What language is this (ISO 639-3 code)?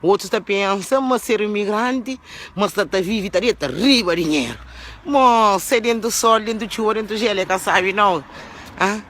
kea